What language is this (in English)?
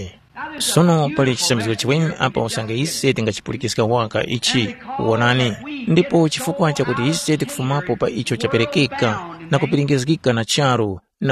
Tumbuka